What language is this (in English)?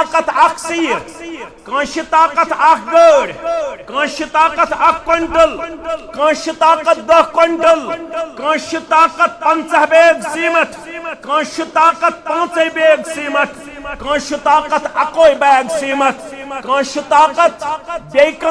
Kashmiri